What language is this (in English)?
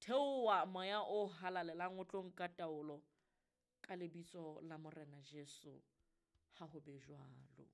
Southern Sotho